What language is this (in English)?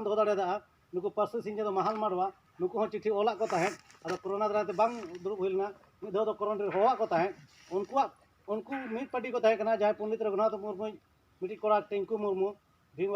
Santali